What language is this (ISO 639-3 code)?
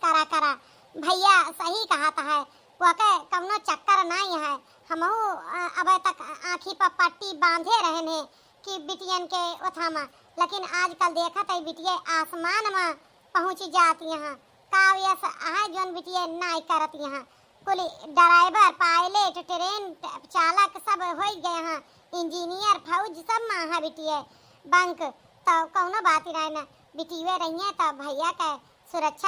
awa